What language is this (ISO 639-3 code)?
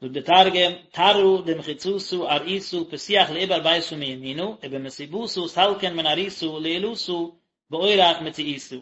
yid